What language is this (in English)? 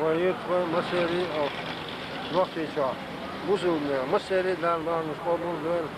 Chechen